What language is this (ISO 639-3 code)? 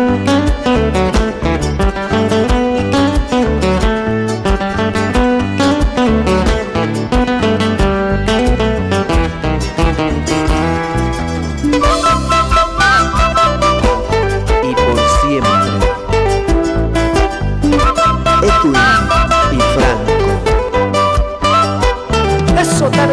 spa